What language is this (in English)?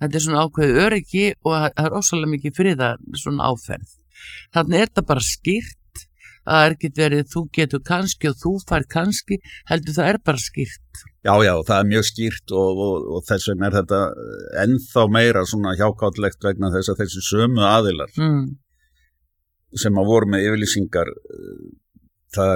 Icelandic